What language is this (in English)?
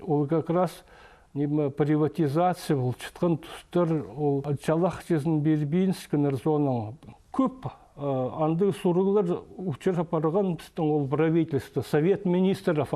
Khakas